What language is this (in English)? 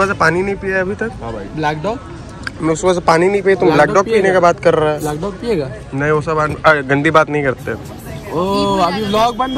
Hindi